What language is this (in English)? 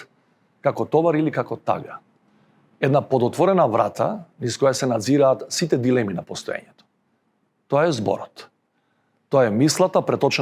Macedonian